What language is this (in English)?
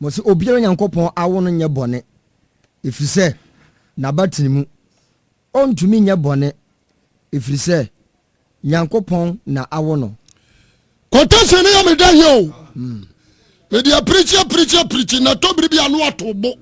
Akan